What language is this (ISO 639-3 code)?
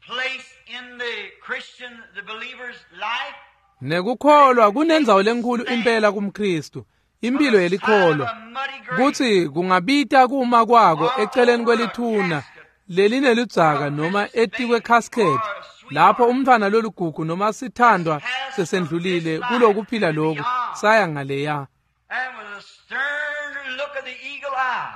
ssw